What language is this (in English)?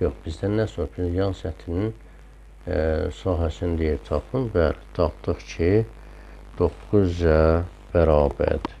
Azerbaijani